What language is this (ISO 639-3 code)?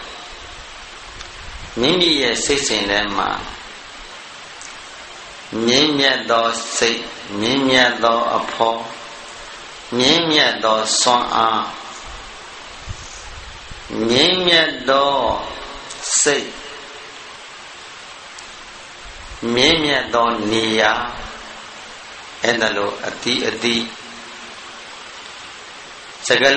mya